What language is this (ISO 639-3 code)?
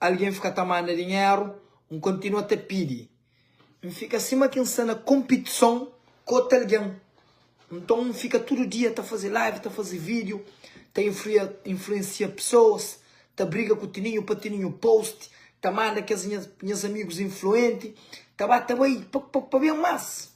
kea